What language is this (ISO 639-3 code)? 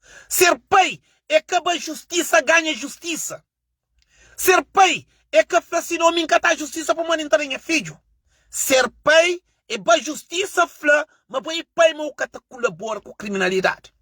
kea